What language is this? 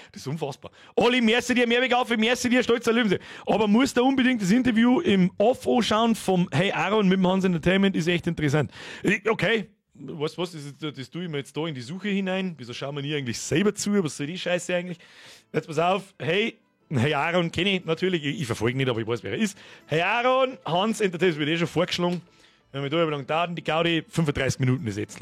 Bavarian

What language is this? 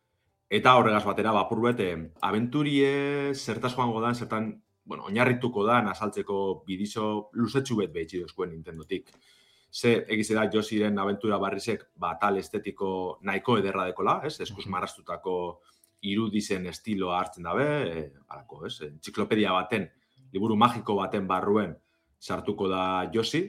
Basque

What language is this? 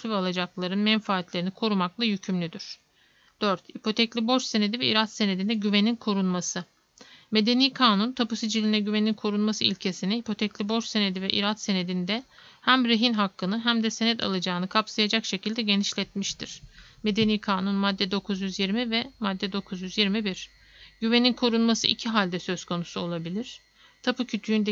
Turkish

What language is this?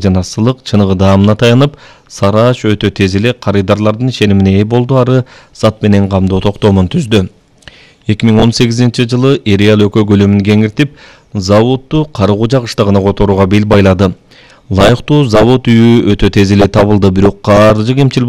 Kyrgyz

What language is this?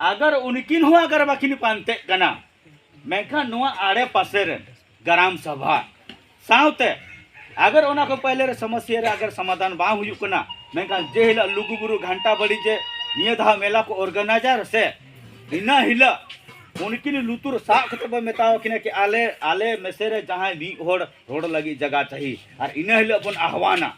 Santali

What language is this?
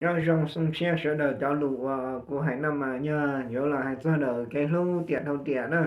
Hmong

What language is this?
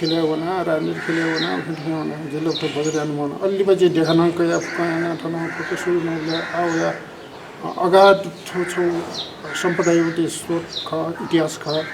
Newari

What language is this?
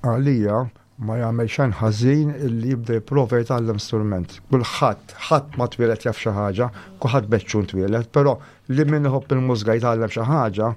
Maltese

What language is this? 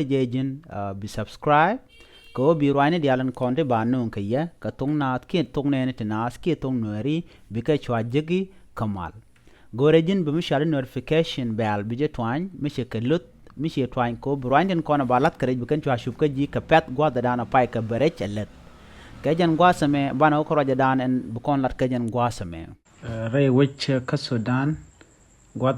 Nuer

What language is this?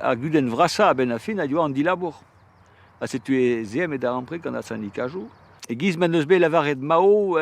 Breton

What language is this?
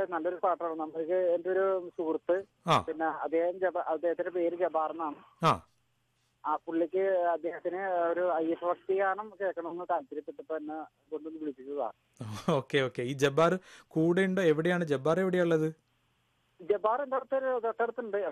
Malayalam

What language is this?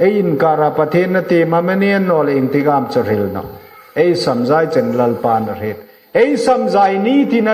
Hmar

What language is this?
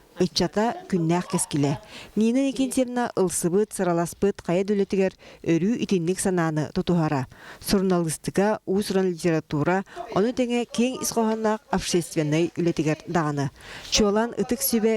Yakut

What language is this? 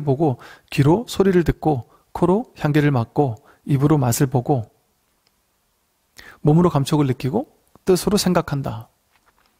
Korean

